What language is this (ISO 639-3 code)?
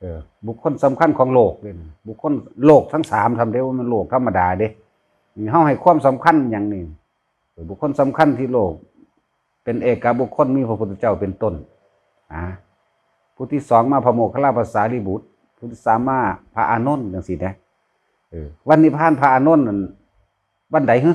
lao